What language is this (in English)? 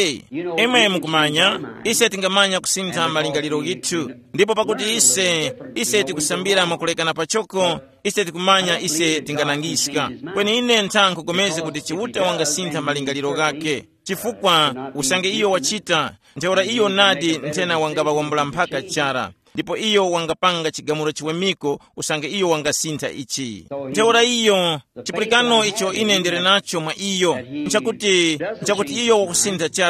Tumbuka